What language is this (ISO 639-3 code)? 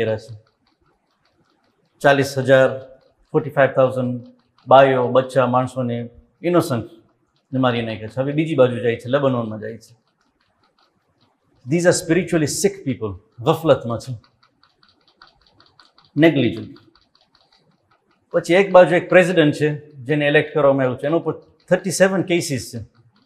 guj